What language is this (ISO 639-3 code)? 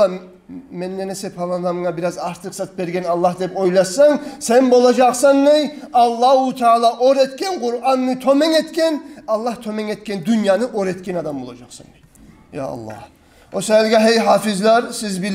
kum